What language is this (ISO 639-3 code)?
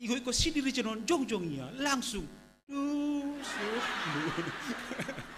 bts